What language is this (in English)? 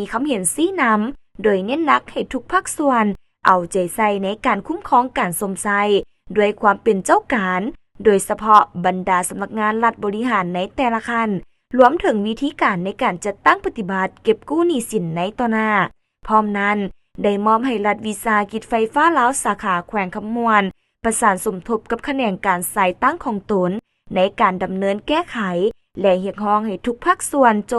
Lao